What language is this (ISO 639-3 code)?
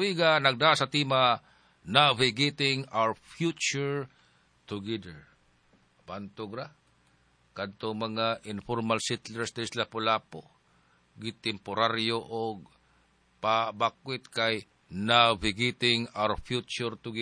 ceb